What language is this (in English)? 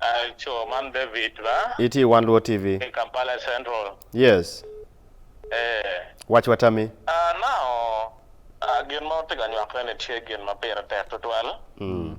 Acoli